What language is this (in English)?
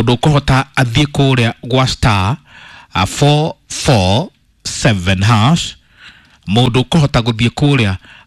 Kikuyu